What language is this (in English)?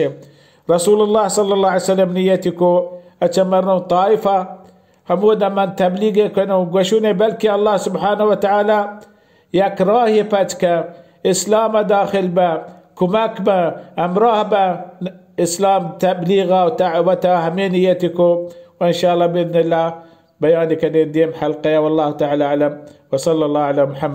Baluchi